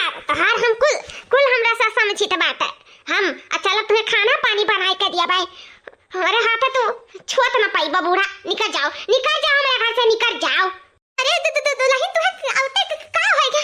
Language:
Awadhi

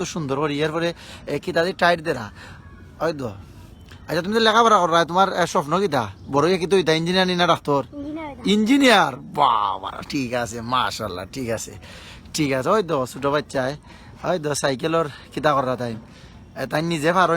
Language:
Sylheti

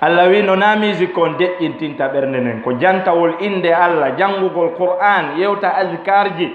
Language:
Fula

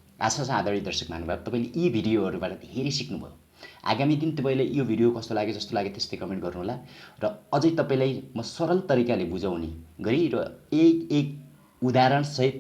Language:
Nepali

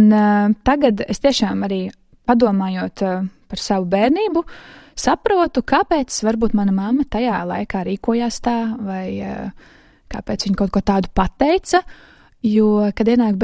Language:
Latvian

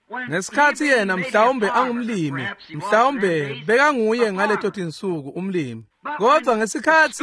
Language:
Swati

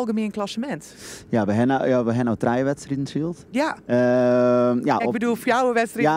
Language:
Western Frisian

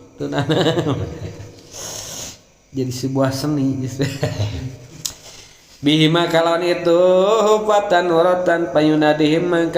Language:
Sundanese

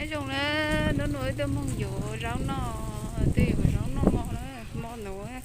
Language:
Hmong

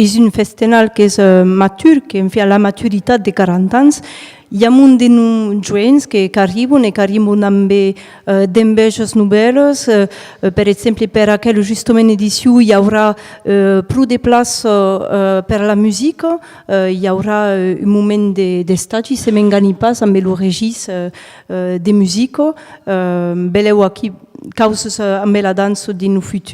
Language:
Occitan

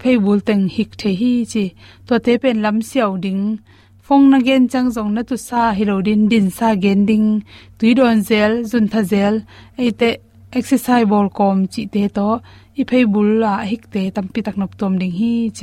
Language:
Tedim Chin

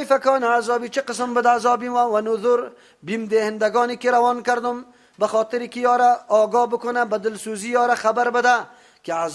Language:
Persian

